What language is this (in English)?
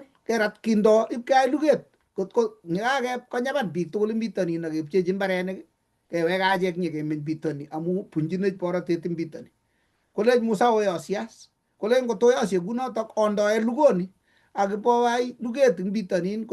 Kalenjin